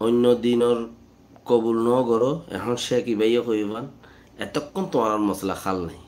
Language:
Rohingya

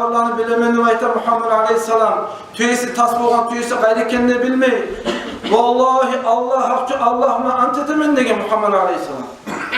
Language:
Kumyk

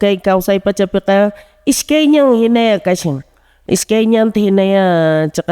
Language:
Quechua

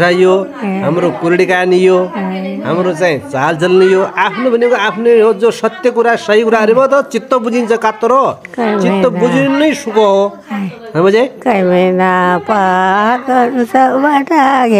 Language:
Nepali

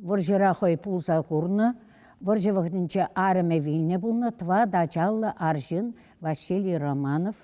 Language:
Chuvash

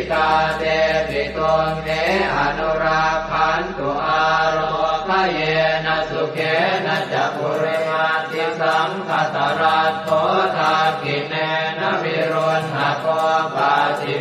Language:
Pali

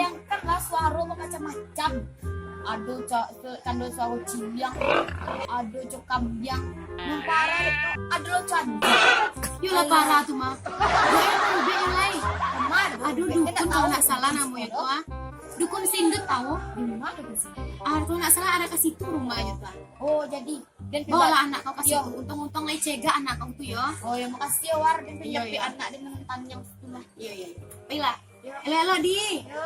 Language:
Minangkabau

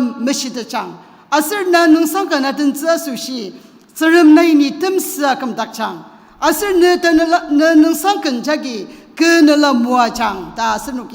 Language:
Ao Naga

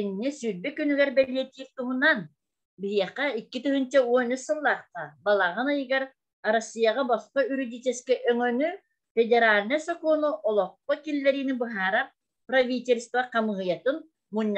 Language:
Yakut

